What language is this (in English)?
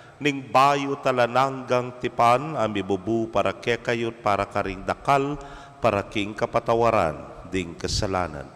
Pampanga